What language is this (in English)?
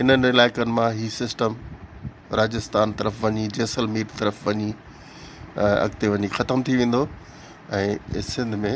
Sindhi